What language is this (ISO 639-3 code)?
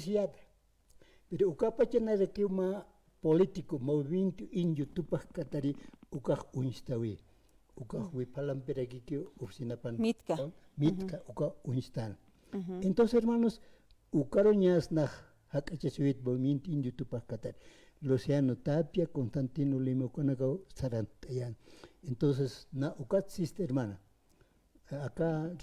aym